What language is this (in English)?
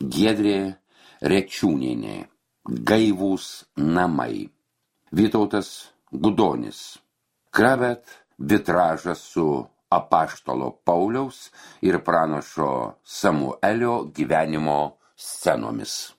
Lithuanian